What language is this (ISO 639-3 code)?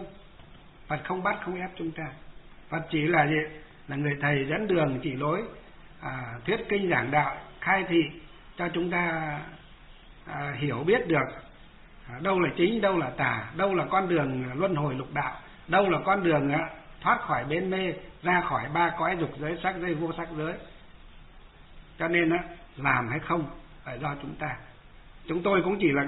vie